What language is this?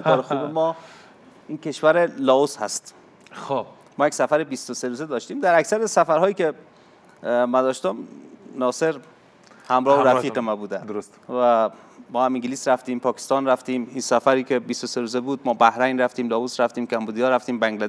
Persian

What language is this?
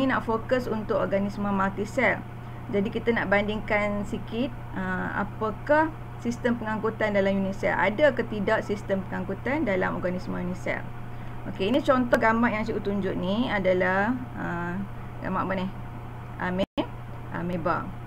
Malay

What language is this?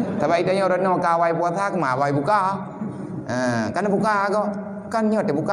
Achinese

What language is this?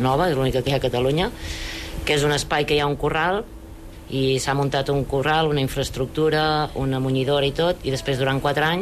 Catalan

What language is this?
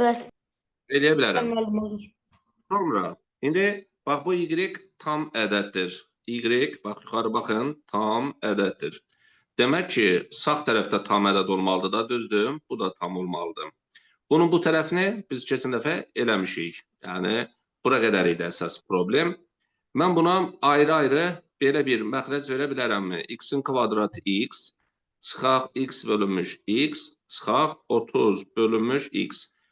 Azerbaijani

